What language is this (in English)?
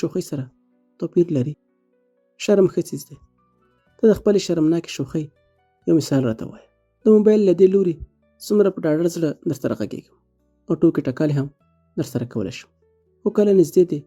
Pashto